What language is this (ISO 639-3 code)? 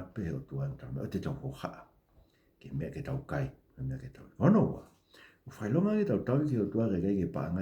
ton